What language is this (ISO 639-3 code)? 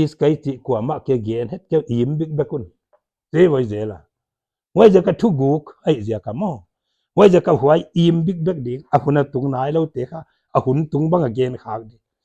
pck